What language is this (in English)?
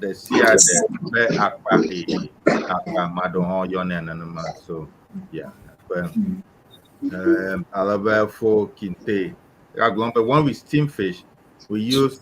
Ewe